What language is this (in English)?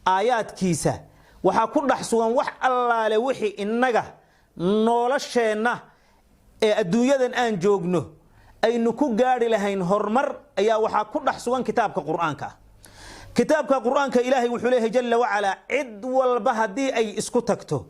Somali